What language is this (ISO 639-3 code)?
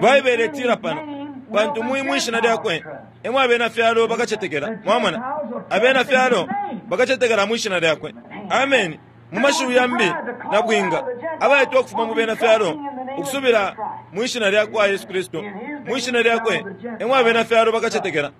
bem